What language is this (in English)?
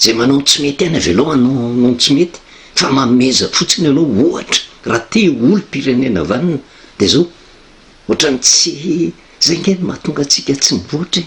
Malagasy